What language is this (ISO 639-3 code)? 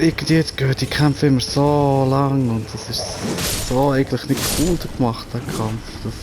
gsw